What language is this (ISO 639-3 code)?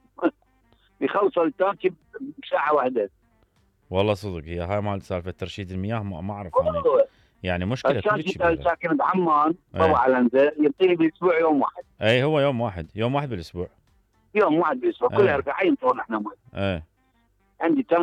acm